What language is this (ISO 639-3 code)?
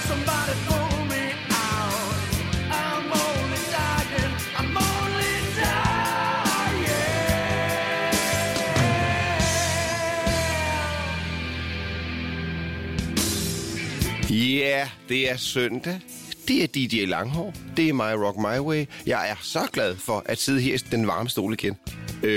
dan